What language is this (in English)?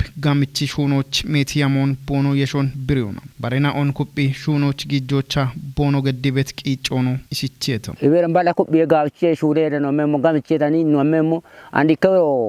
Kafa